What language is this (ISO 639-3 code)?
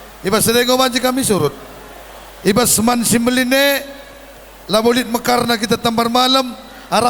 btx